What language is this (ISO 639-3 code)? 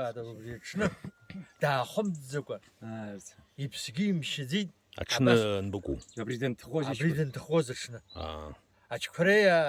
abk